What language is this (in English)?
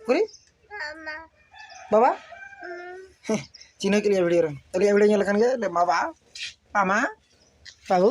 Santali